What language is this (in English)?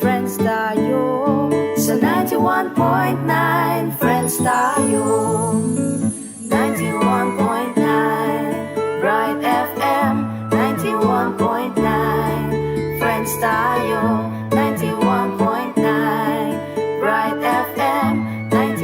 Pampanga